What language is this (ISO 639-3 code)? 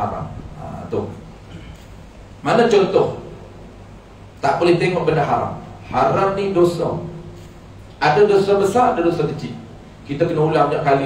msa